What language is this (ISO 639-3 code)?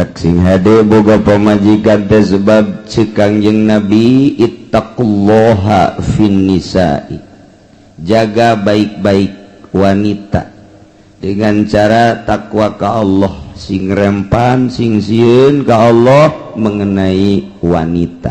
sun